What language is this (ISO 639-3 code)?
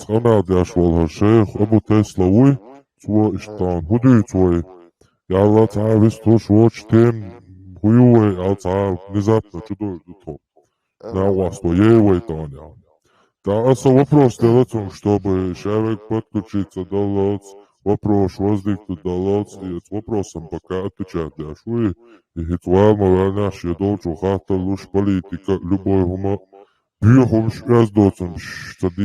che